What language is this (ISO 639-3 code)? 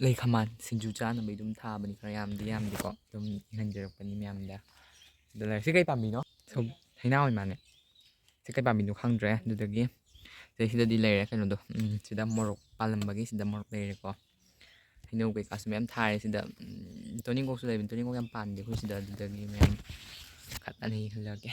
mni